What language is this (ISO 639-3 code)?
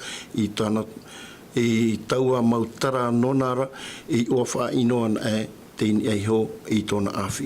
tah